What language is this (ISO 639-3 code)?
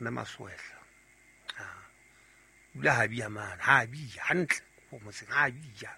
sot